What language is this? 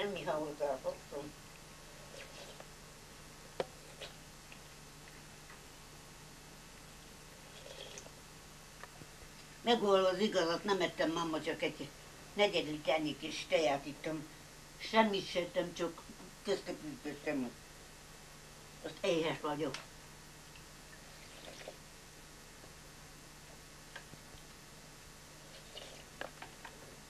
Hungarian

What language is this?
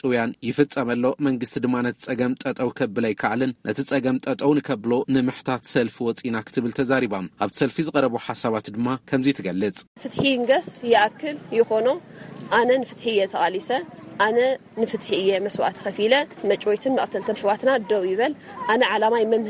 Tigrinya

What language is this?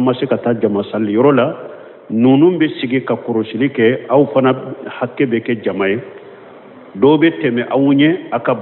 Bambara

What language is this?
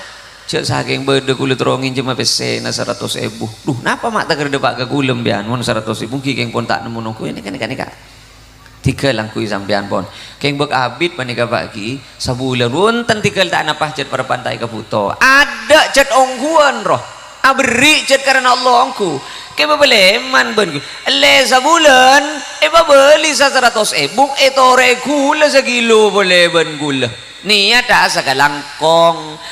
Madurese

